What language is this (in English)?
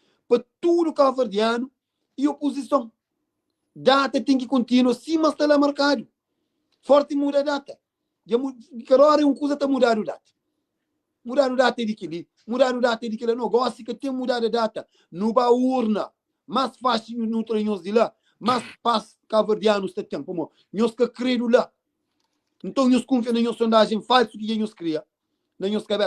Kabuverdianu